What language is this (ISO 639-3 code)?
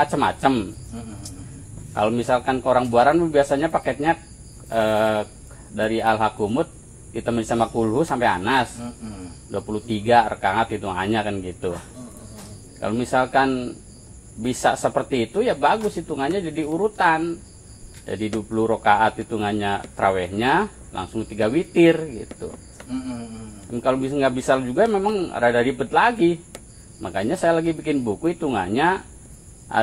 bew